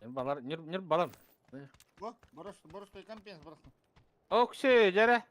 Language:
Yakut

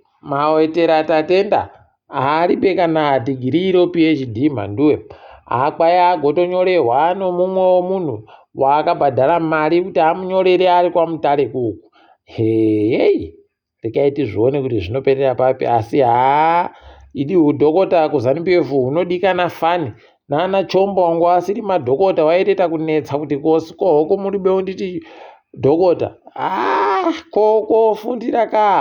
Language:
Ndau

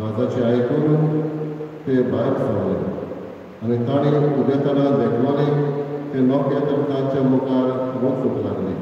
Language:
Konkani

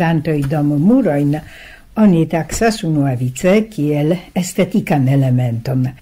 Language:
Esperanto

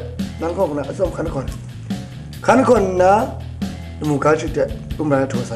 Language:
Kachin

